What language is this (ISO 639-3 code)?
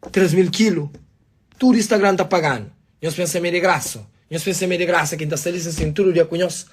kea